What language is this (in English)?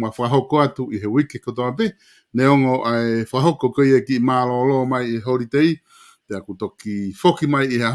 Tongan